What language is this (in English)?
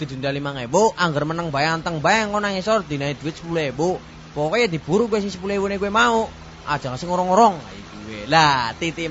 Javanese